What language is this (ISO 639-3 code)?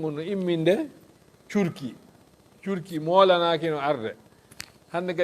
ful